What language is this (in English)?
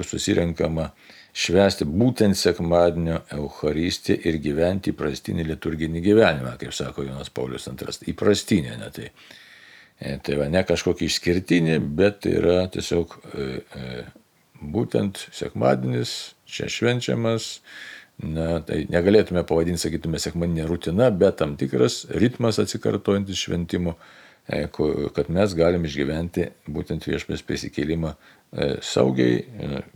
Lithuanian